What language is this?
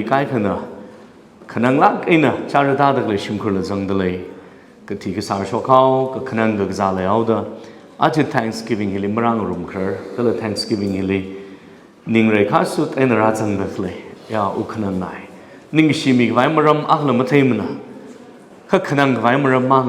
Tangkhul Naga (India)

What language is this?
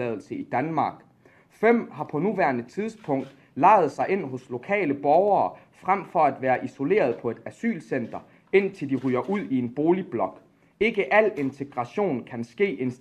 Danish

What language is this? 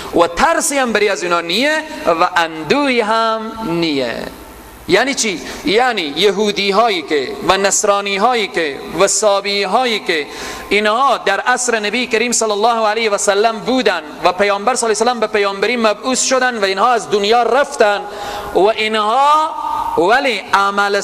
Persian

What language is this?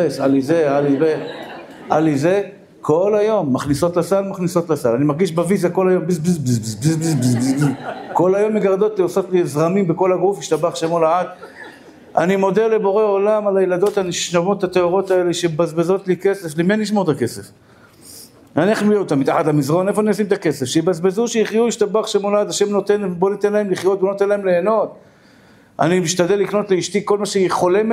Hebrew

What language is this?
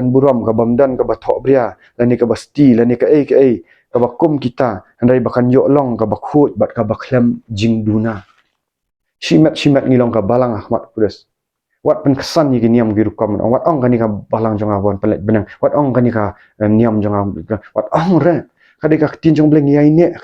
Khasi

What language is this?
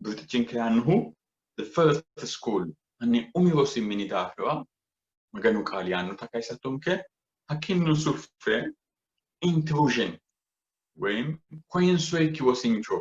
Sidamo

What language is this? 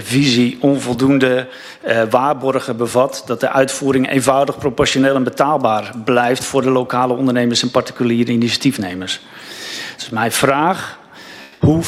Dutch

